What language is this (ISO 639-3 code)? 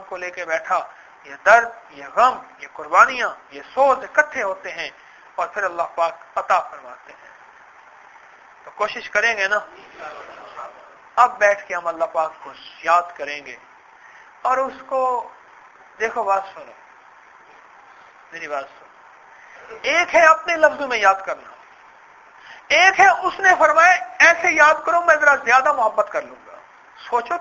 urd